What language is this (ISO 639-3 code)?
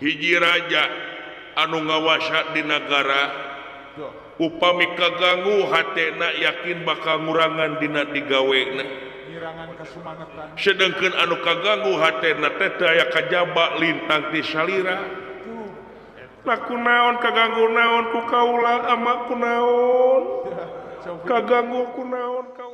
sun